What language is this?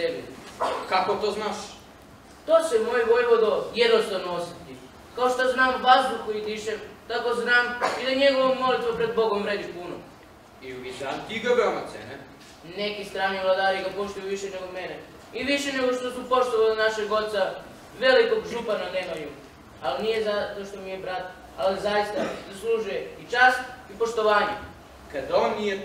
Serbian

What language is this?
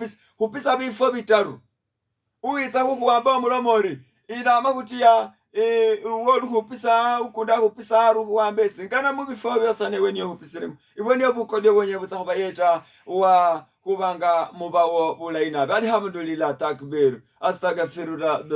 Masaaba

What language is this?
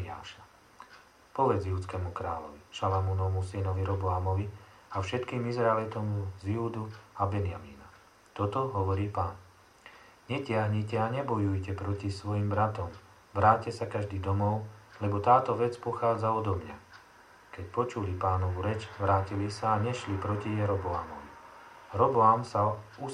Slovak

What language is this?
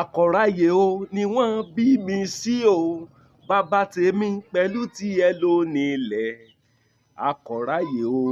Yoruba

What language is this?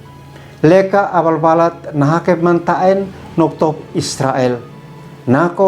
Uab Meto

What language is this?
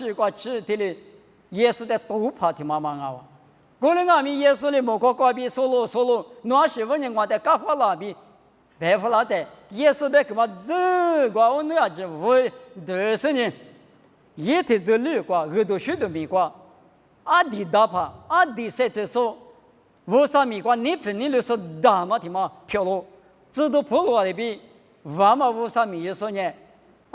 Lisu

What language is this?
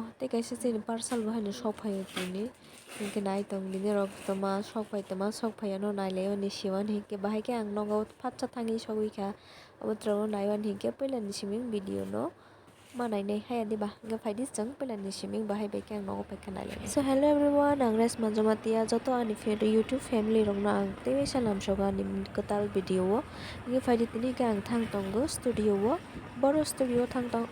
Kok Borok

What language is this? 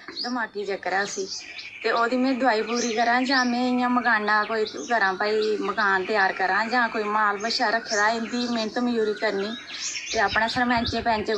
Dogri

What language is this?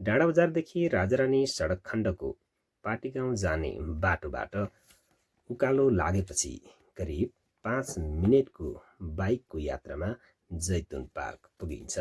Nepali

